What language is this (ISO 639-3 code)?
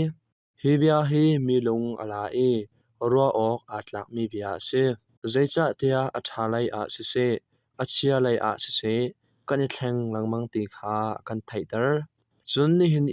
cnh